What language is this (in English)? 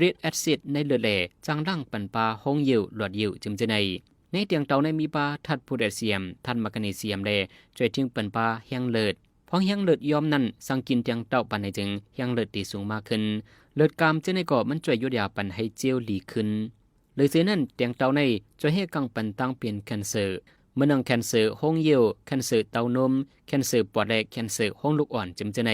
Shan